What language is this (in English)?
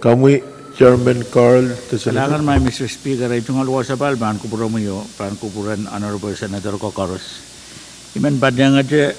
Pohnpeian